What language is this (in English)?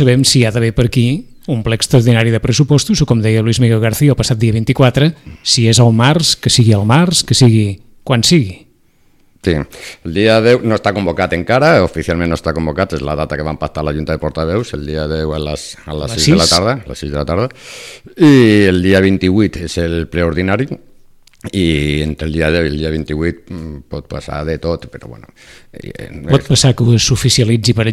Catalan